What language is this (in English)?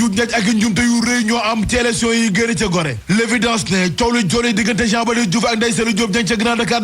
Wolof